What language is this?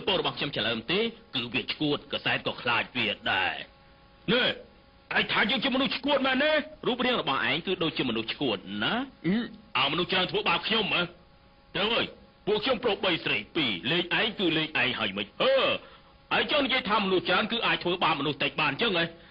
Khmer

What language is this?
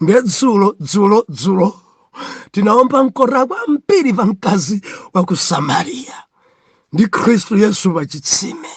Nyanja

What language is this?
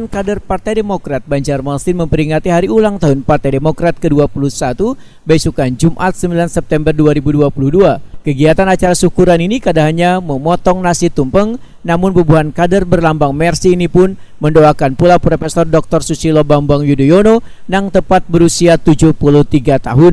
Banjar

